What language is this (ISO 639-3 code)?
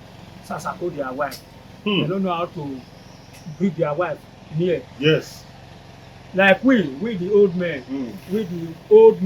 pcm